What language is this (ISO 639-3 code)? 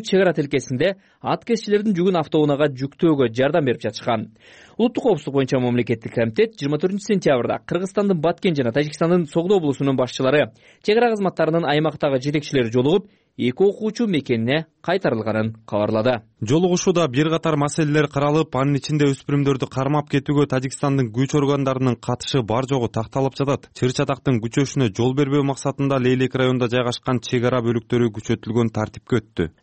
kir